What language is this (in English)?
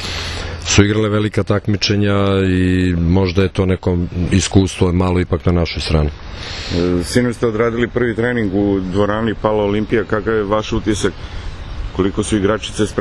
Serbian